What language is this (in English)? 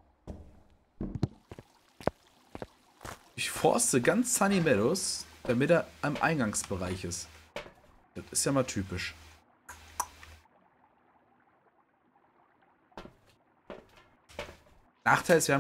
German